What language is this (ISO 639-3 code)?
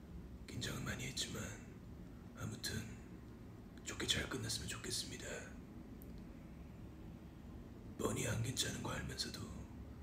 kor